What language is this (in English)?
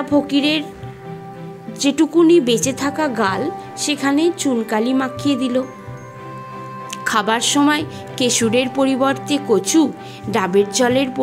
Bangla